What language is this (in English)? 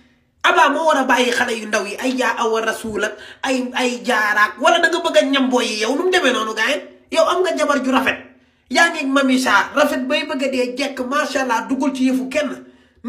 Wolof